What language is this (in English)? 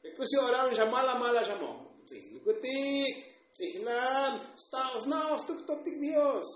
Tzotzil